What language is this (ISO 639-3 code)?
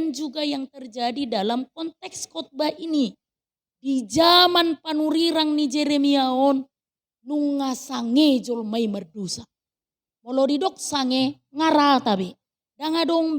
bbc